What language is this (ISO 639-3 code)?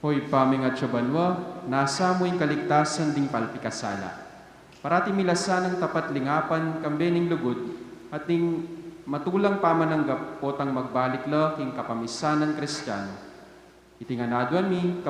pam